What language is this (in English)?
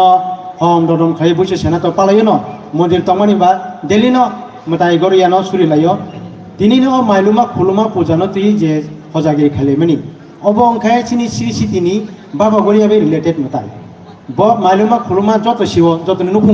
Kok Borok